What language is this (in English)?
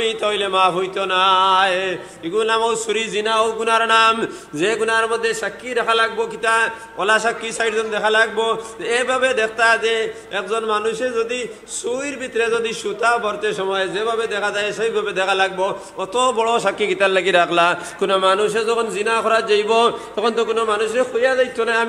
Sylheti